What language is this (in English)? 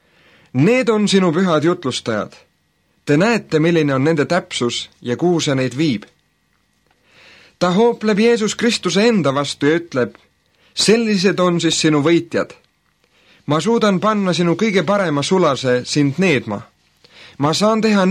Estonian